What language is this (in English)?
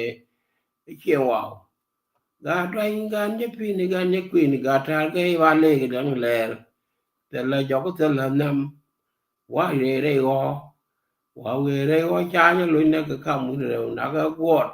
Nuer